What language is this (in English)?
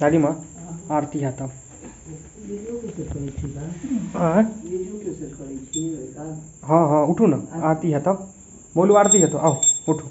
Maithili